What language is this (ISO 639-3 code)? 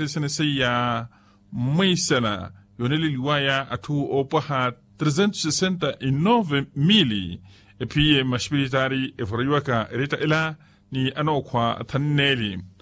vmw